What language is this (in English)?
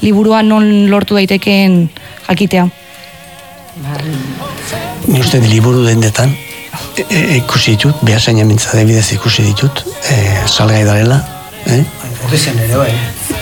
Basque